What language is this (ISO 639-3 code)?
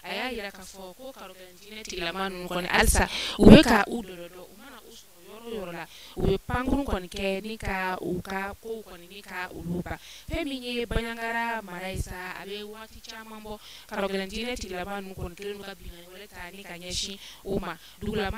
bam